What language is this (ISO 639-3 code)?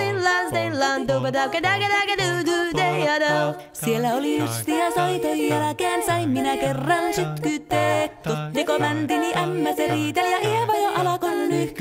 fin